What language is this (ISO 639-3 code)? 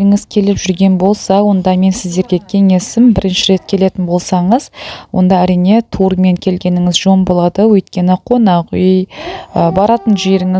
kaz